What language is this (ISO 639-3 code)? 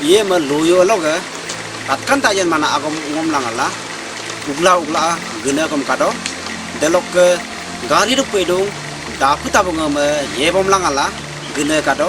adi